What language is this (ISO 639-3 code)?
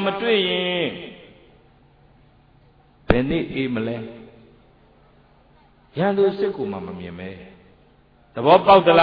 mya